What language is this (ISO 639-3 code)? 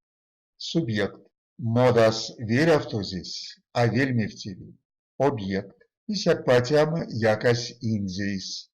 myv